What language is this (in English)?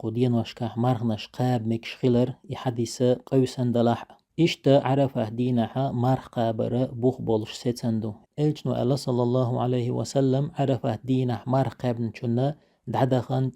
Chechen